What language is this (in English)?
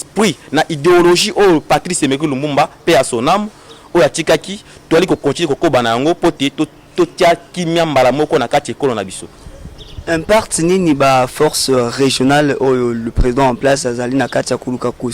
Lingala